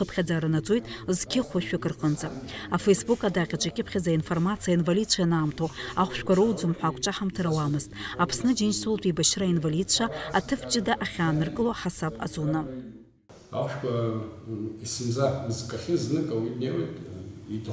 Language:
Abkhazian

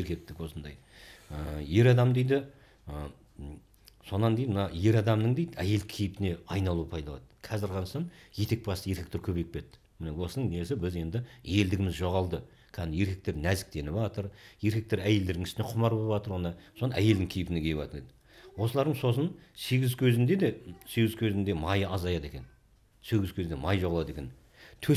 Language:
Kazakh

